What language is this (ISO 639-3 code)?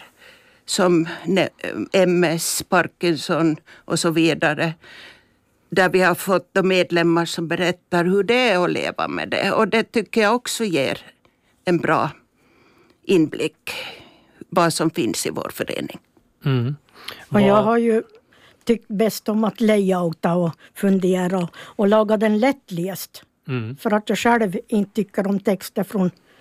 swe